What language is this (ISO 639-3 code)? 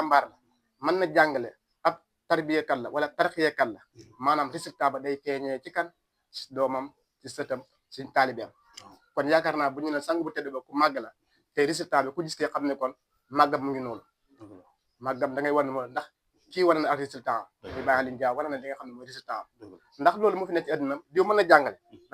wol